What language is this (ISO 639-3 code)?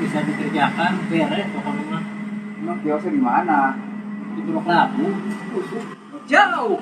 bew